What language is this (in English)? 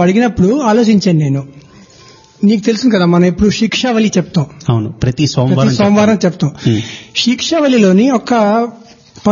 Telugu